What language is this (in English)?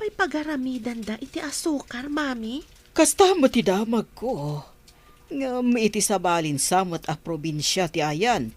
Iloko